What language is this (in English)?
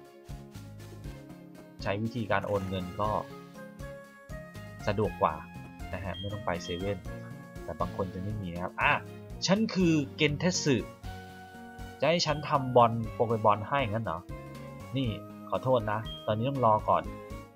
Thai